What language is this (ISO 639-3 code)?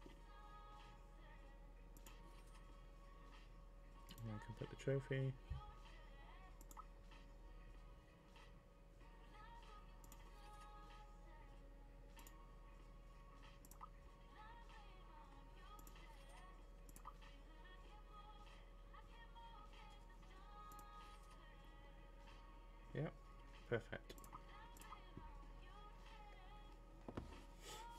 eng